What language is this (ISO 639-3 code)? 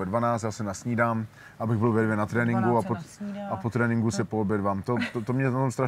ces